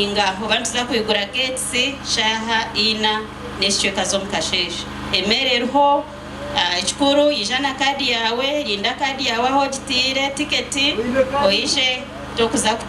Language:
Nyankole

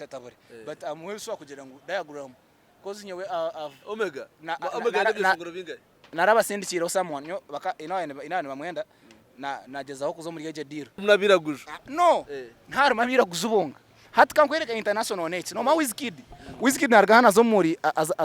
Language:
Nyankole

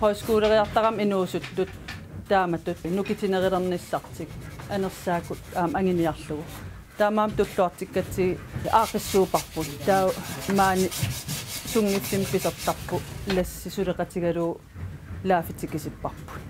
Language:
Kalaallisut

